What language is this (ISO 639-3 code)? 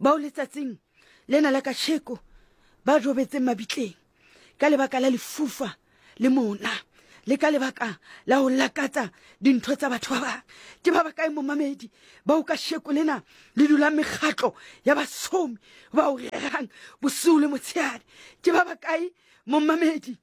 sot